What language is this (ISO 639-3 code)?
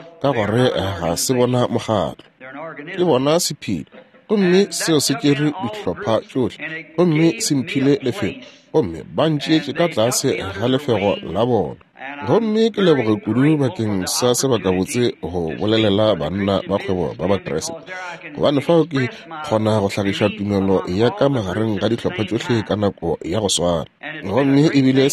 nso